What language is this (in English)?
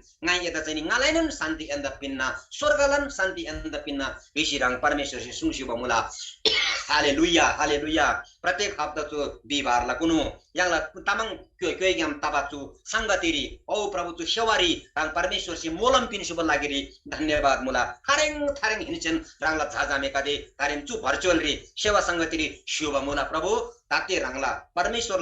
Eastern Tamang